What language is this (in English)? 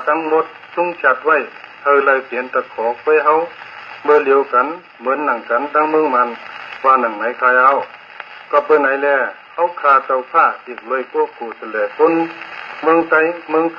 Shan